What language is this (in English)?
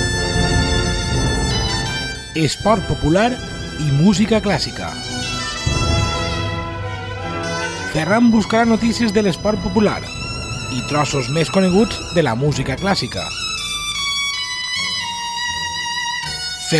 Catalan